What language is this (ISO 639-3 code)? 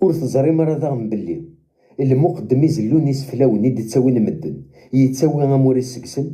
kab